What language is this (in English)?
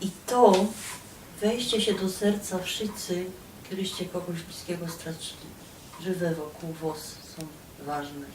Silesian